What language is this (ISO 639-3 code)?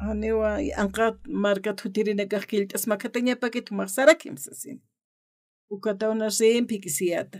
aym